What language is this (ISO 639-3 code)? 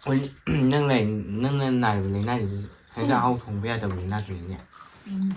mni